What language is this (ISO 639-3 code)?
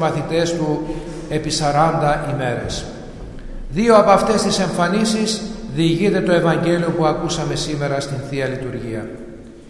ell